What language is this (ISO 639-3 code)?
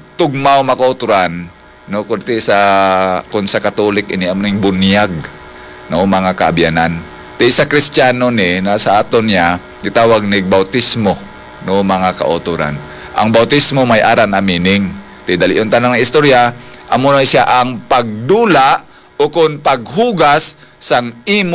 hil